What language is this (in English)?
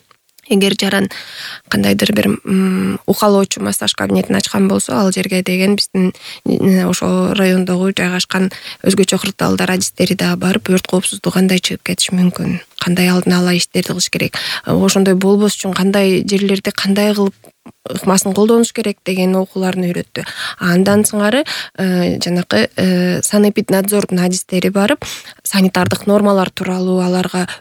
Kyrgyz